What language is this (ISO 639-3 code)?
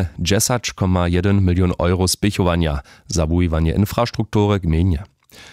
hsb